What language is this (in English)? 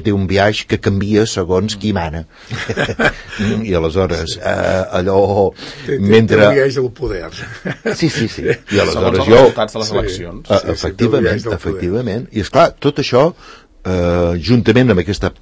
Catalan